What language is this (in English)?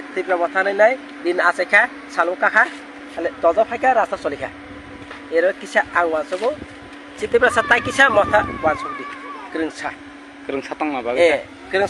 Kok Borok